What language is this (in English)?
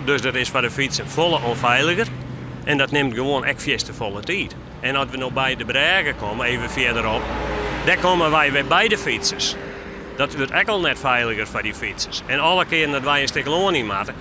Western Frisian